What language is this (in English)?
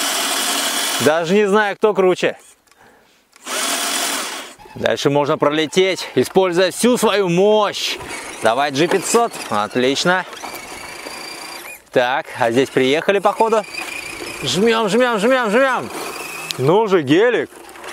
Russian